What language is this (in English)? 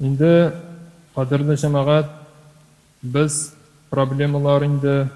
Tatar